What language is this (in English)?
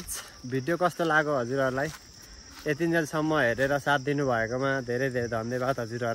Nepali